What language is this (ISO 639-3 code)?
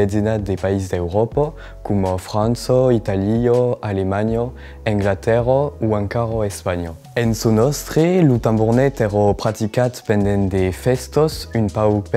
oci